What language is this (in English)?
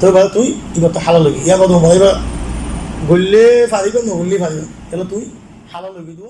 Rohingya